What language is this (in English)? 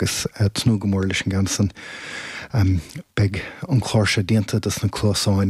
Irish